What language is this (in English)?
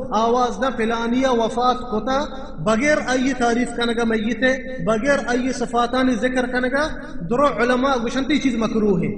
Baluchi